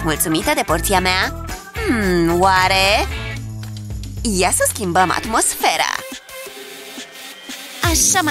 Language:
Romanian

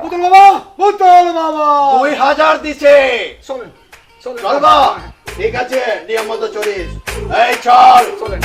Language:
Sylheti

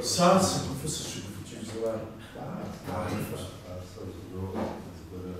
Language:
Kabardian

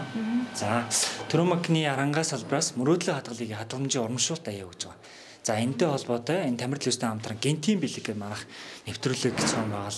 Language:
Mongolian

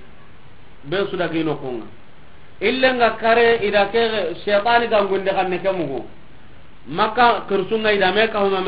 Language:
Soninke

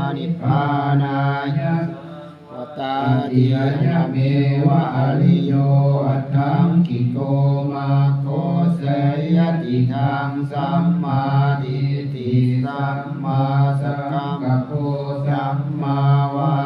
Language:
Pali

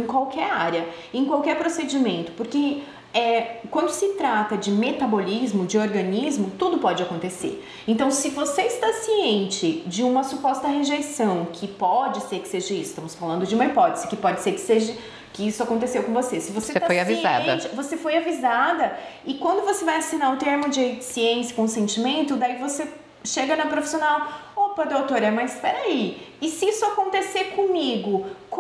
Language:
Portuguese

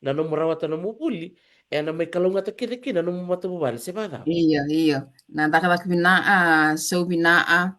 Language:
Fijian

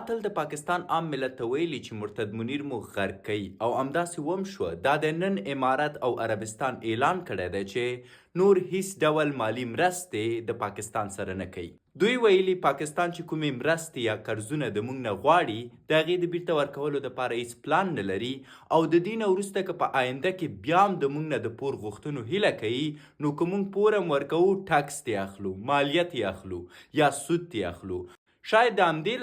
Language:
Pashto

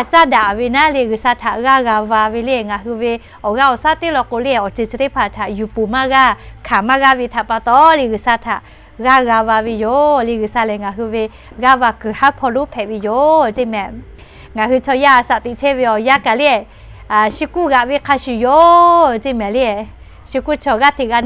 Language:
Lahu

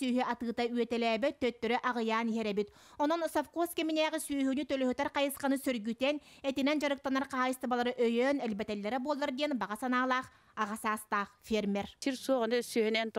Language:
Yakut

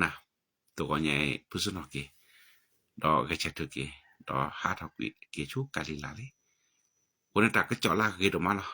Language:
S'gaw Karen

